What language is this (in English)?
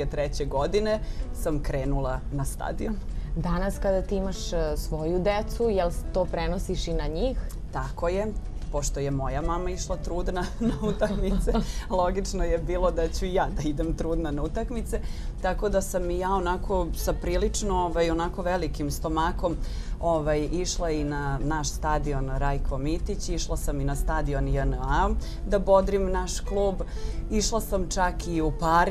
Serbian